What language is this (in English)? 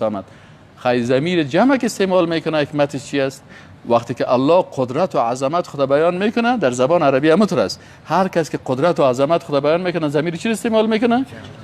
Persian